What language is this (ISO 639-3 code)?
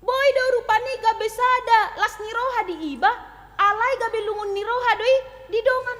bbc